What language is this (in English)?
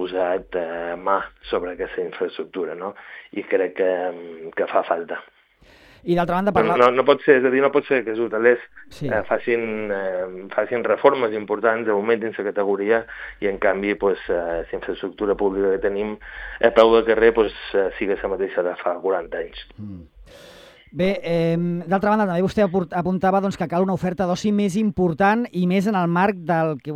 Catalan